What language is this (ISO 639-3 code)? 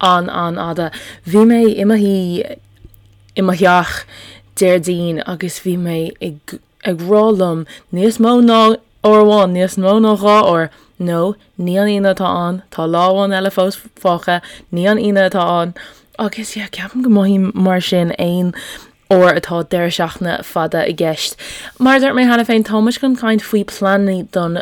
gle